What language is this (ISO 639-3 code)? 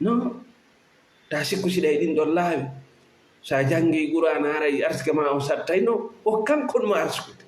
ful